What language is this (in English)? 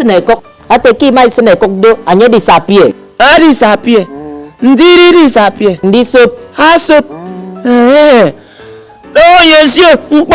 Efik